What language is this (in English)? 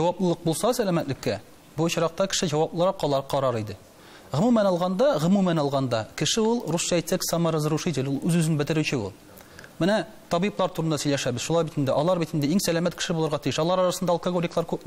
Tatar